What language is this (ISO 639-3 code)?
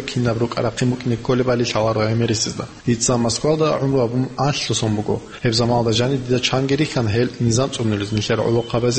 ava